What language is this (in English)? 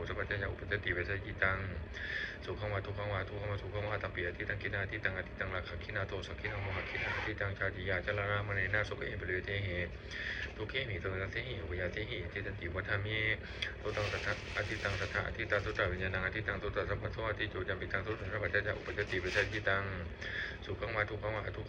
Pali